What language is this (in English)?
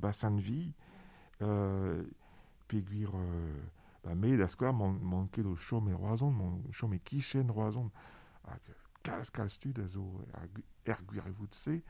Breton